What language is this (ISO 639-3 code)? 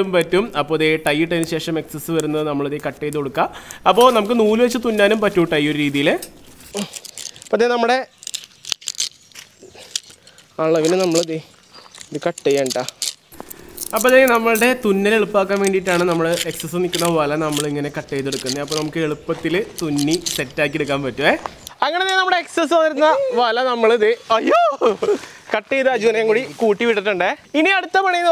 mal